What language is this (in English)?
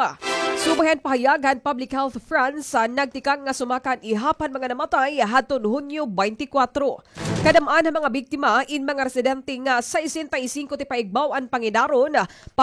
Waray